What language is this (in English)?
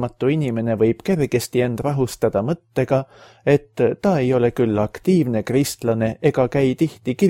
Estonian